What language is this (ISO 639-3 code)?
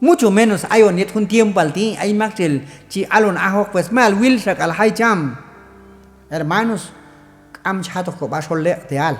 kjb